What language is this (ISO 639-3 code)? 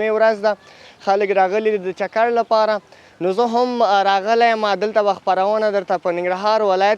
pus